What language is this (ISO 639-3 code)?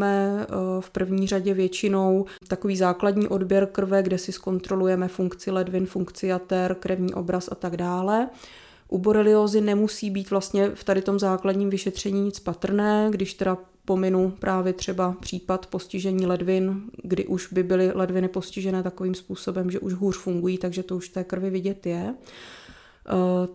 ces